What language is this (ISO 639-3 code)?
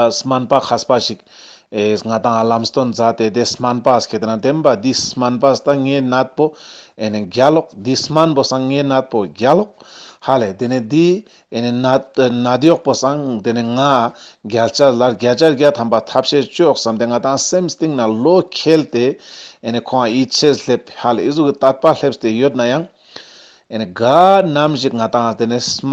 lbj